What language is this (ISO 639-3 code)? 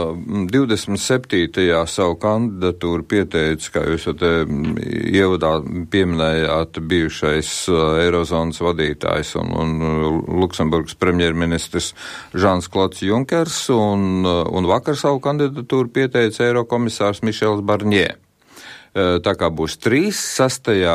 lav